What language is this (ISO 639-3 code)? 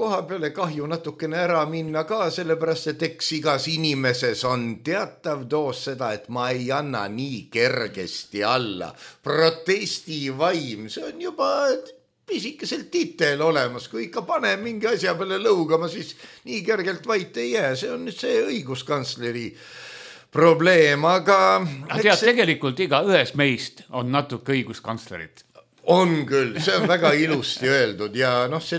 est